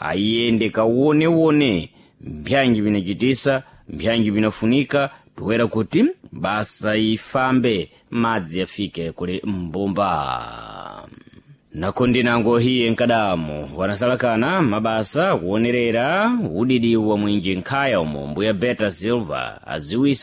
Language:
Sena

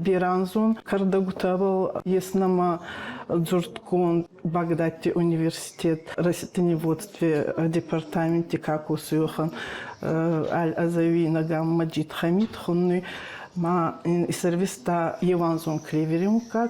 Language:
Ossetic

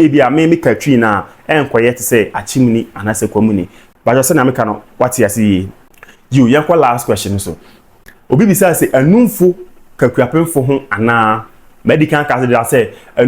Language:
Akan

